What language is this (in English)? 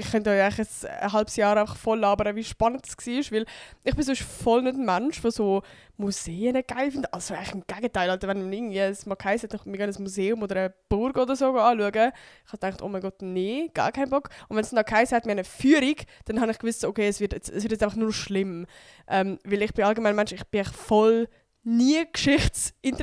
Swiss German